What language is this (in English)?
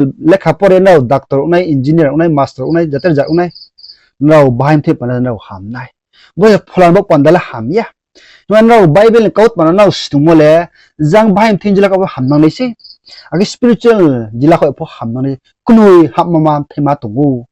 Riang (India)